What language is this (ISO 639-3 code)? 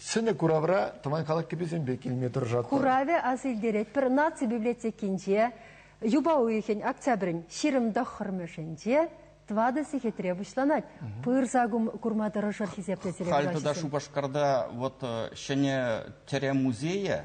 chv